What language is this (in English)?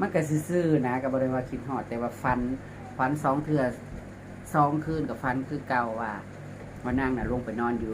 Northeastern Thai